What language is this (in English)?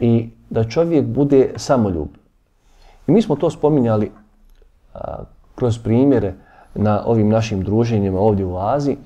Bosnian